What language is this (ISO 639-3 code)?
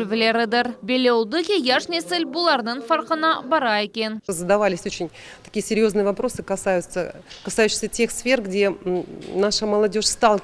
crh